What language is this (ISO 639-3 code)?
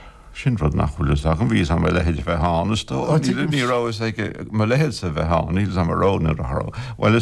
gle